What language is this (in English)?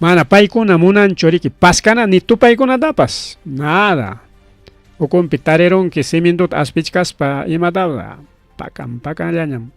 Ayacucho Quechua